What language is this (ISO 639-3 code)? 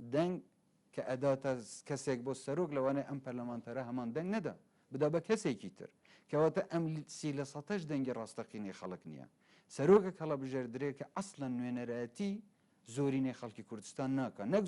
ckb